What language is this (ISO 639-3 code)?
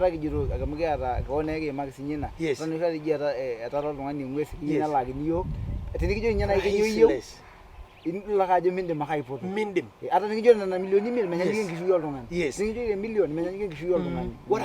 mas